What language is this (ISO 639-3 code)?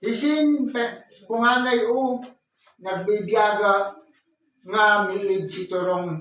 ilo